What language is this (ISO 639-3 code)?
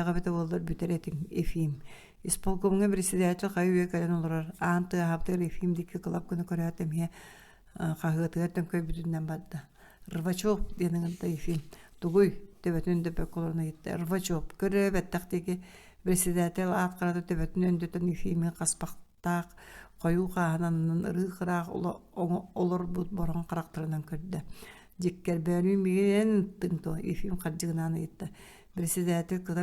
sah